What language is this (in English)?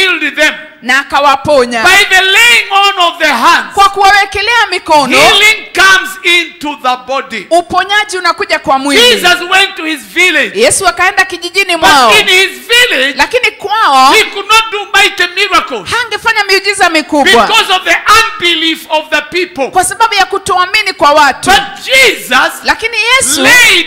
Swahili